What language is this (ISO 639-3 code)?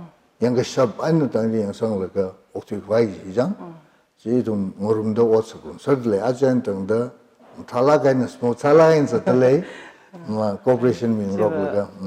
nmf